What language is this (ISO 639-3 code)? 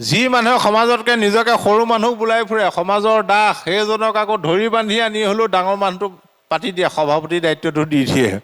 asm